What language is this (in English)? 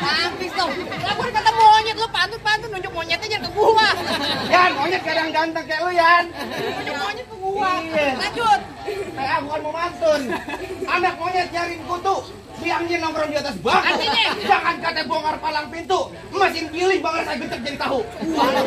Betawi